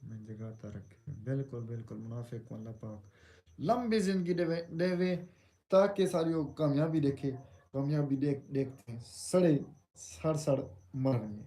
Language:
Saraiki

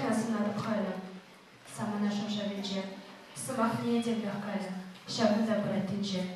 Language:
Chuvash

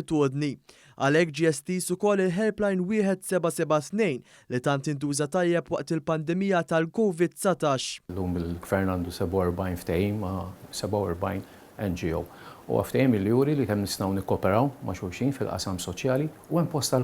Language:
Maltese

